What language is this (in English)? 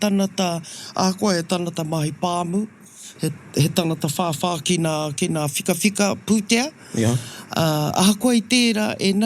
Māori